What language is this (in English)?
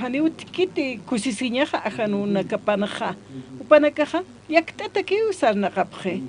Aymara